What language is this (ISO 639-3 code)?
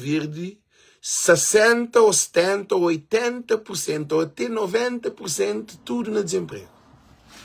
kea